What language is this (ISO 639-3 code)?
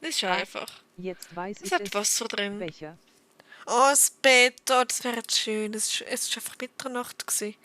gsw